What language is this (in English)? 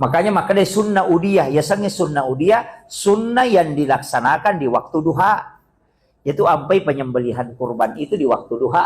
Buginese